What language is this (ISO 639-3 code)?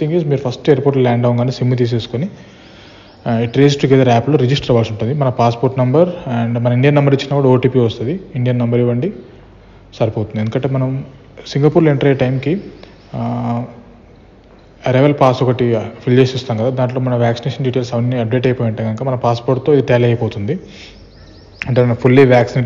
tel